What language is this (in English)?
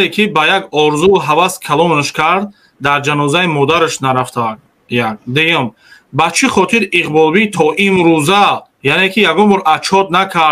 Tajik